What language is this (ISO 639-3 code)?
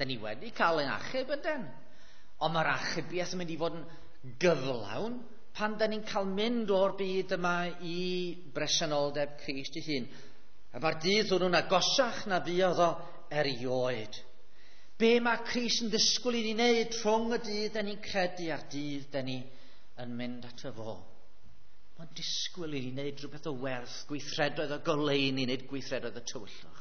cym